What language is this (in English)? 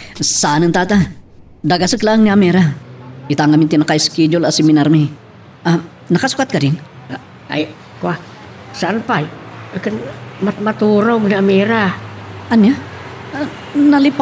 Iloko